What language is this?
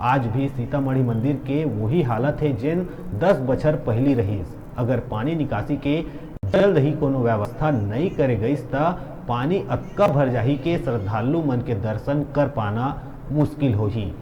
Chhattisgarhi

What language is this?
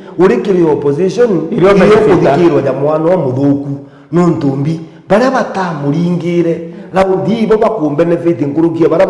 Meru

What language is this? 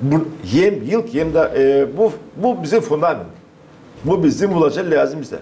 Gagauz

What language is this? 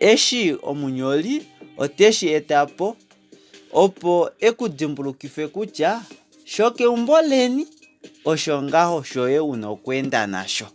Kuanyama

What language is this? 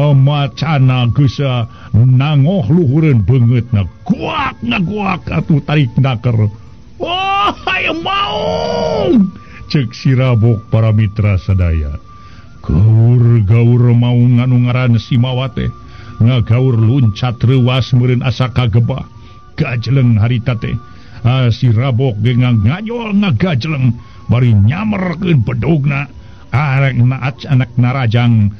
Sundanese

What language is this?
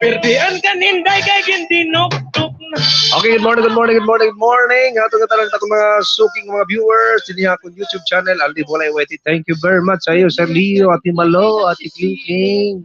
Waray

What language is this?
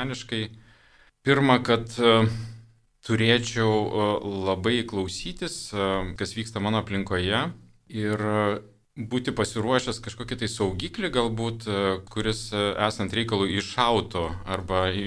Lithuanian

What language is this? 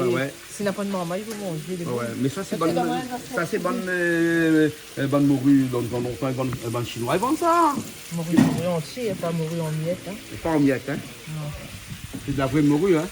Réunion Creole French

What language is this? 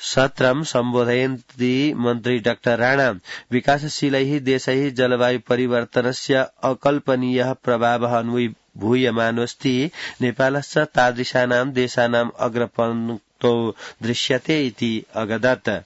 Sanskrit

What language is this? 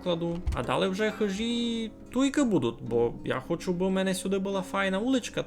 Rusyn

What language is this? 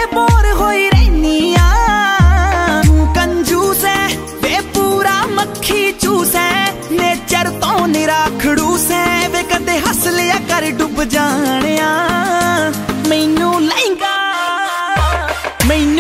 Punjabi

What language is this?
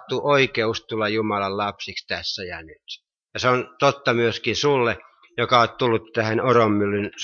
Finnish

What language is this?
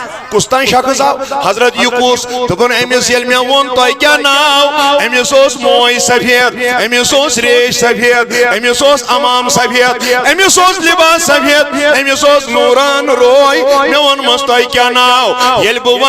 Kashmiri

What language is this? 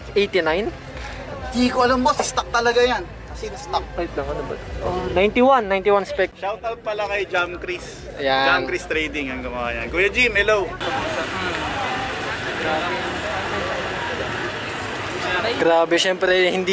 Filipino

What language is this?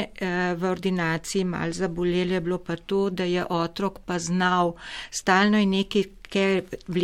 Slovenian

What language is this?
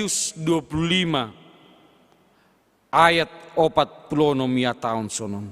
Batak Simalungun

